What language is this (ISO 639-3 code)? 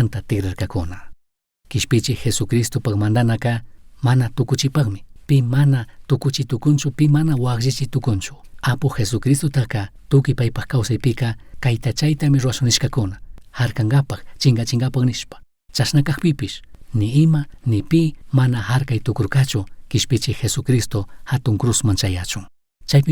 qug